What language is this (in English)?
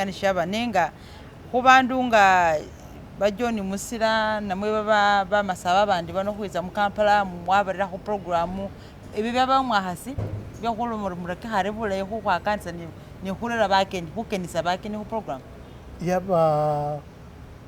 Masaaba